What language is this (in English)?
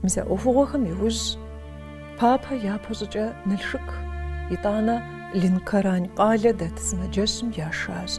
Kabardian